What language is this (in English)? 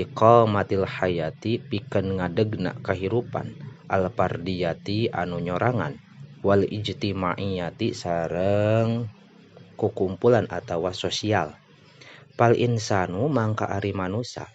Sundanese